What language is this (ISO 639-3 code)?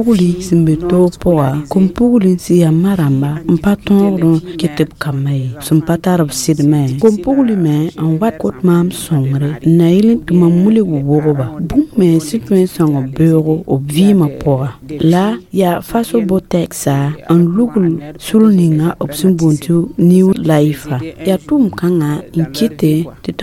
mos